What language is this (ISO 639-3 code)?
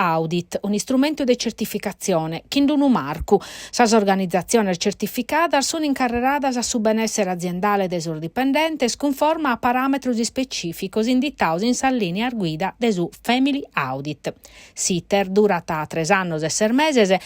srd